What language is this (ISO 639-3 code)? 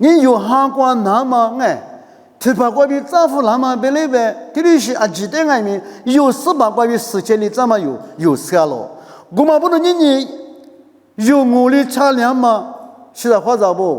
lis